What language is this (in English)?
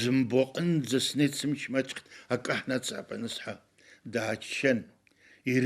Abkhazian